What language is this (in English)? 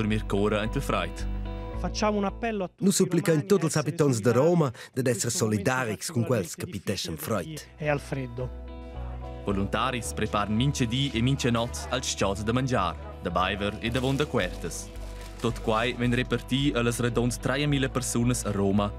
Romansh